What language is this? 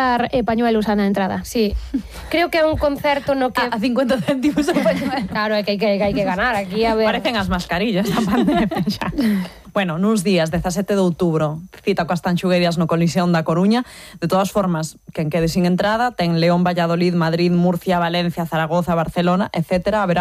Galician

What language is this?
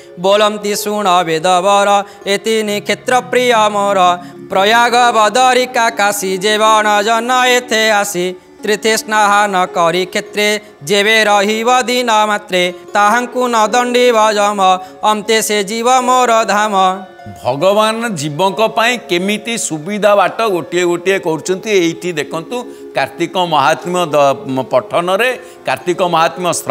Odia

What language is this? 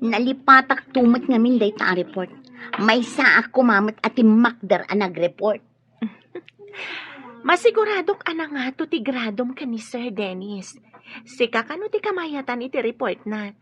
Iloko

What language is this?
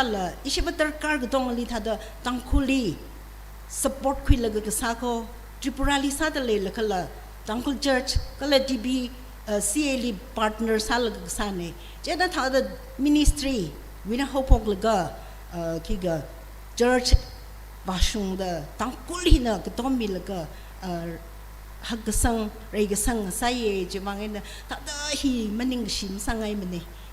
Tangkhul Naga (India)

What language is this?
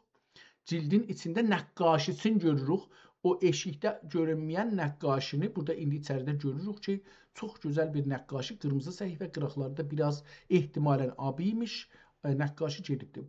South Azerbaijani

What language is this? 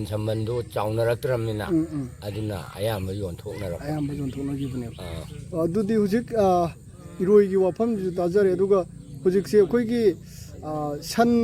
Manipuri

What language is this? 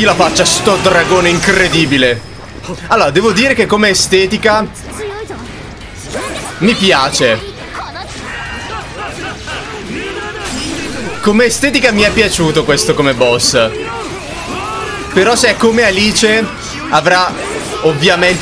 Italian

